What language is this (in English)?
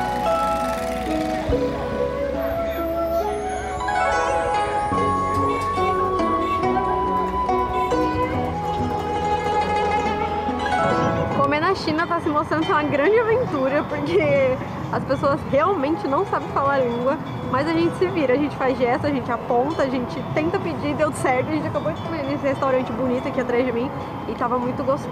Portuguese